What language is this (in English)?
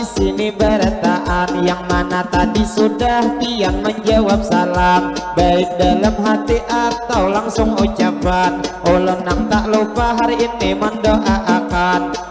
Banjar